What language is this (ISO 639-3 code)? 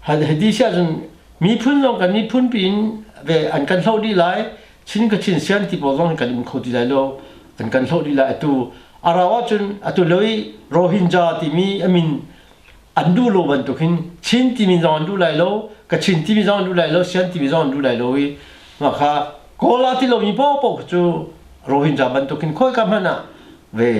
cnh